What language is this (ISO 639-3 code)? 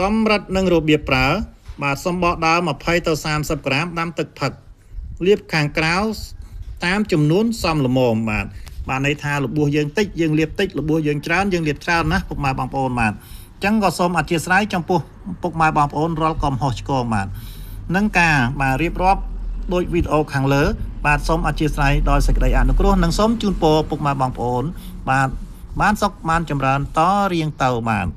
khm